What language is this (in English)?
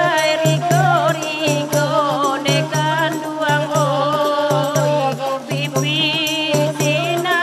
Minangkabau